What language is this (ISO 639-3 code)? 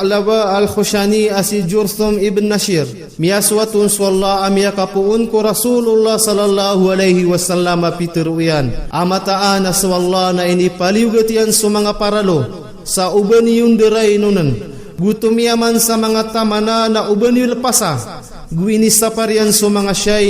mrw